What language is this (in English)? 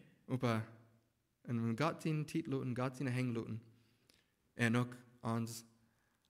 Plautdietsch